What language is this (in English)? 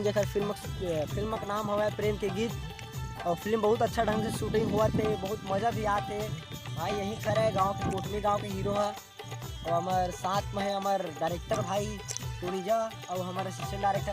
Chhattisgarhi